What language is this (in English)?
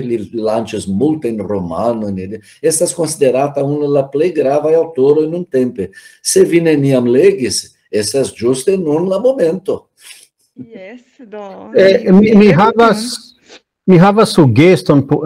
Esperanto